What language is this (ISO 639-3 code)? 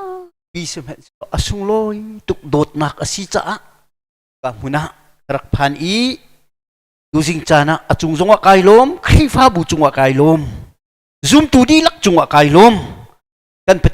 cnh